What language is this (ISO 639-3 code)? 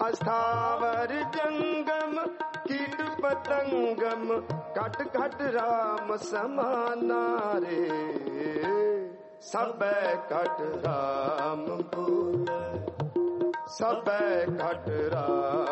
hin